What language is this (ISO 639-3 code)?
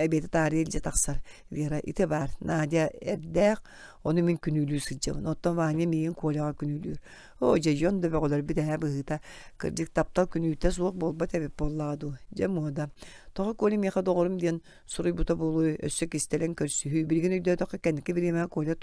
sah